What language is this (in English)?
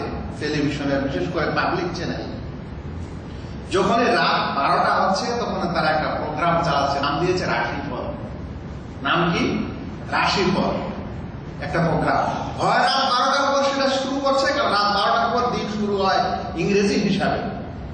Bangla